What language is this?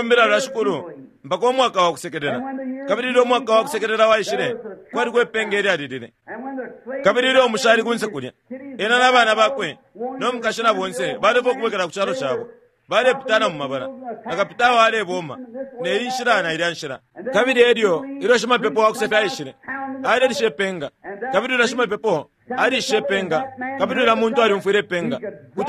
Bemba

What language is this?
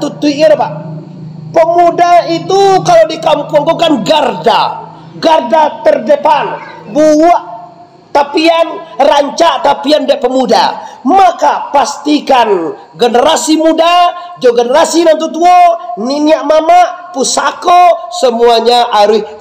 Minangkabau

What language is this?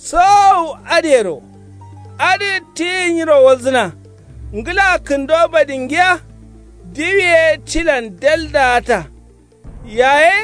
Kanuri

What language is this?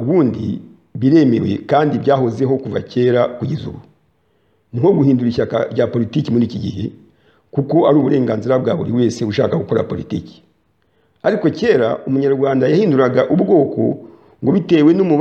Kinyarwanda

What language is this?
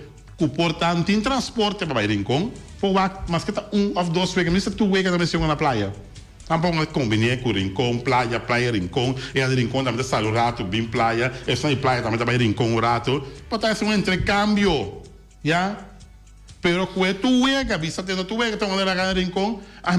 Papiamento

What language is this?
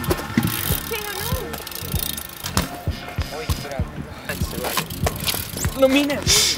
Estonian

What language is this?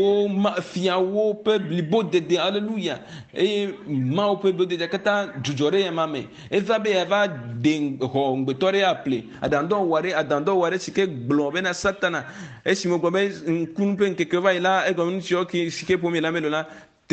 Ewe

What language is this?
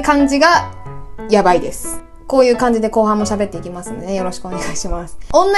Japanese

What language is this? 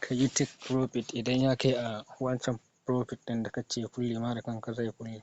Hausa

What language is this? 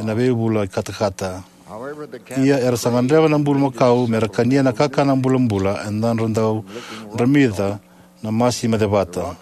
Fijian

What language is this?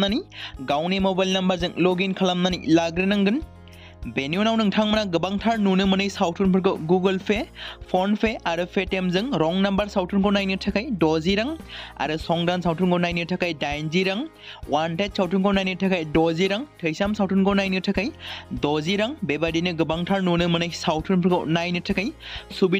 Bodo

